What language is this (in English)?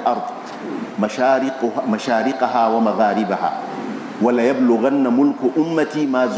Hausa